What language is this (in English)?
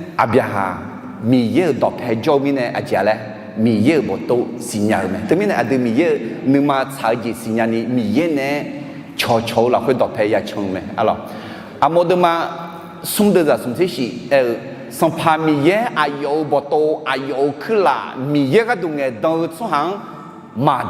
Akha